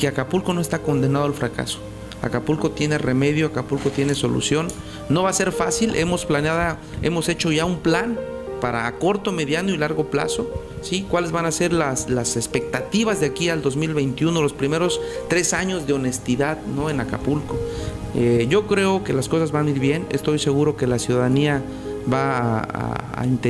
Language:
Spanish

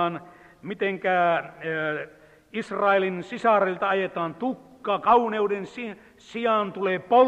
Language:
Finnish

